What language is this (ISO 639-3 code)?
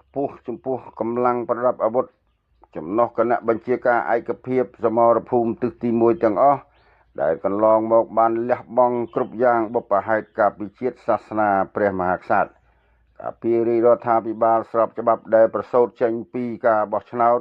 khm